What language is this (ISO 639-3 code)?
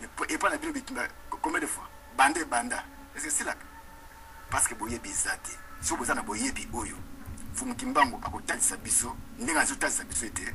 lin